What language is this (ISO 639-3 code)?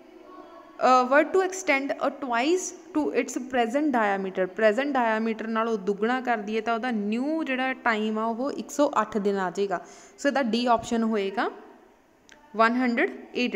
pan